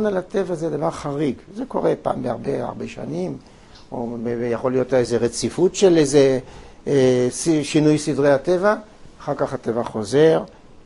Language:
Hebrew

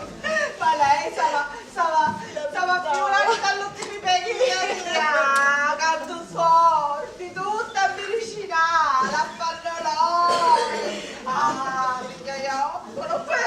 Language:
Sicilian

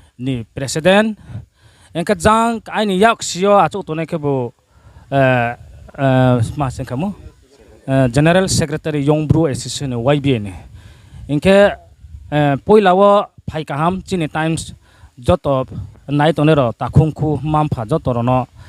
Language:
Riang (India)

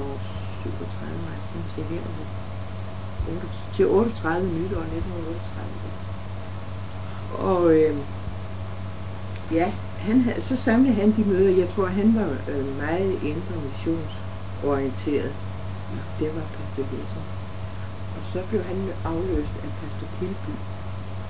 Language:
Danish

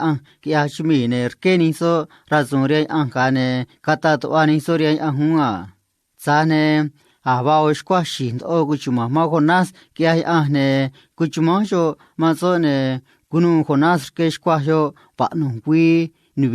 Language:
Copala Triqui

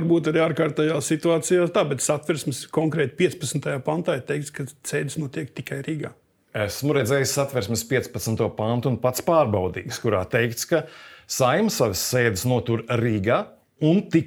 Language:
Latvian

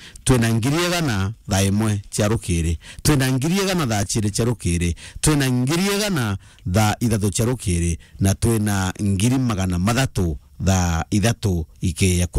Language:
Meru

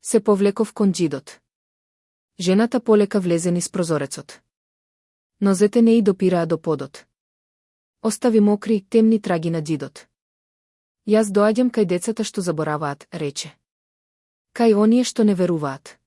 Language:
Macedonian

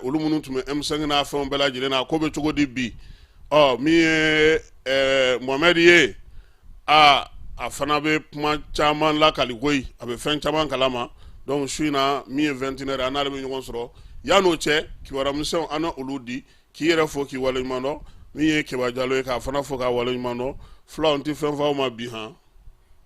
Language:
Bambara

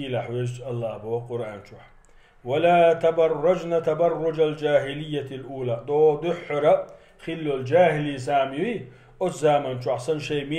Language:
Chechen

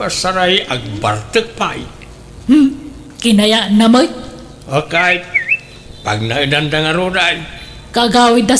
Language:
Iloko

